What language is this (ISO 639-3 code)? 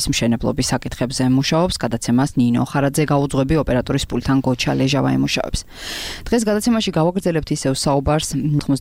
kat